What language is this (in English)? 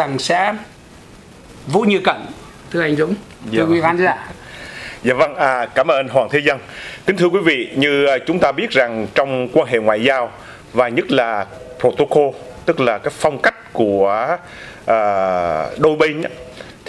Vietnamese